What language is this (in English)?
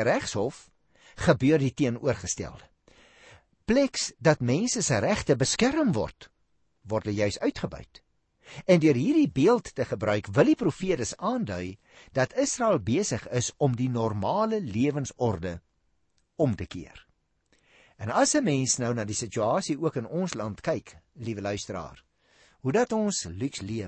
Afrikaans